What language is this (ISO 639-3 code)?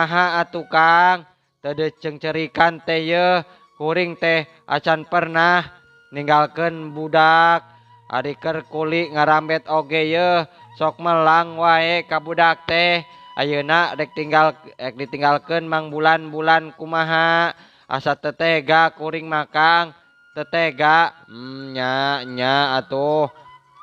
sun